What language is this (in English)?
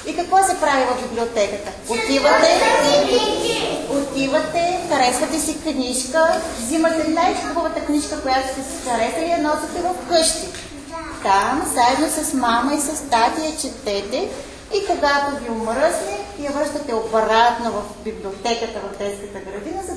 Bulgarian